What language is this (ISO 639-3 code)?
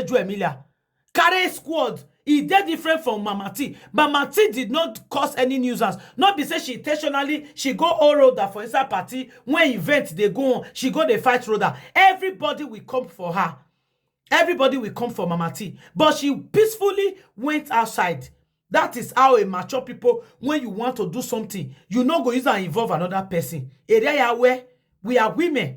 pcm